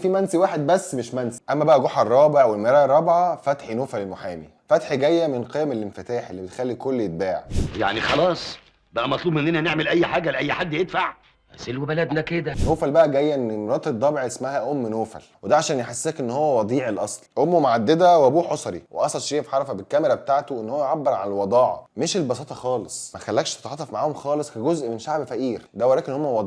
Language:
Egyptian Arabic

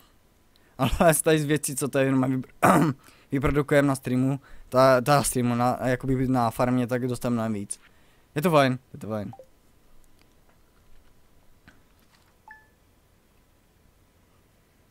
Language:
Czech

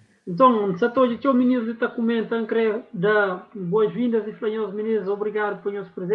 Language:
Kabuverdianu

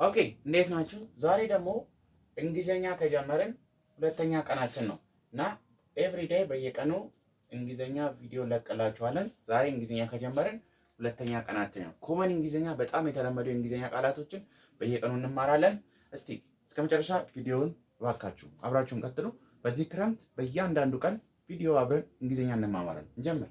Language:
Amharic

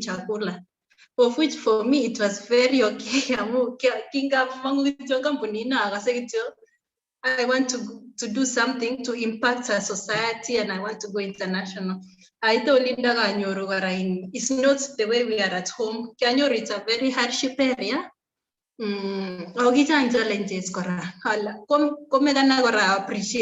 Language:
Kalenjin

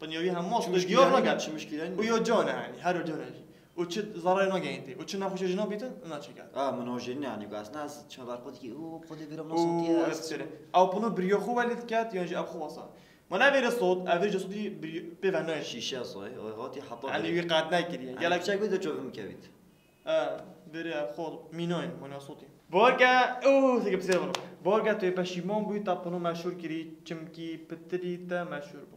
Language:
Kurdish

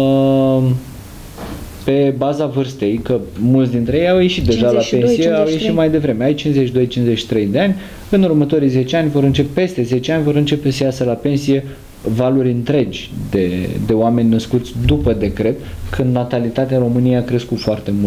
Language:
Romanian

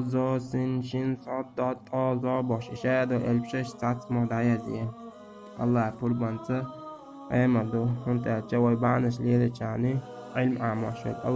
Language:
Chechen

